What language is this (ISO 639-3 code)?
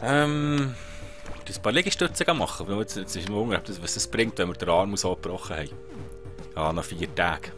gsw